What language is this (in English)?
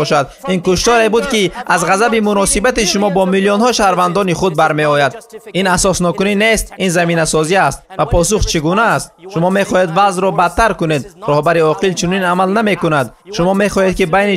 Tajik